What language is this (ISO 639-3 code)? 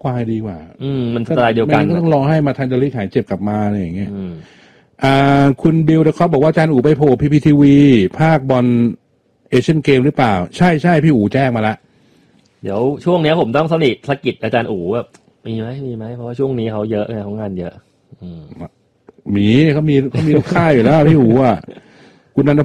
tha